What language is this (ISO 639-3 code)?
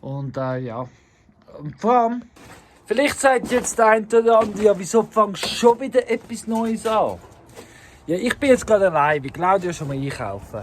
gsw